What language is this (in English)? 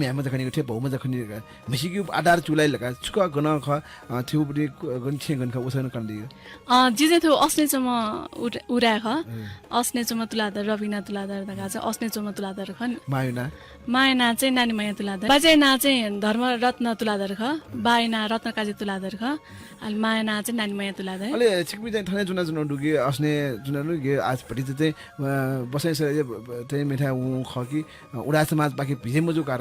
Newari